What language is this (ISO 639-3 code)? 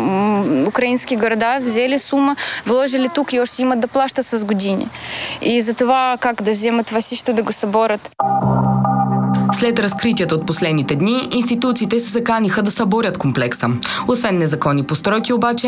bul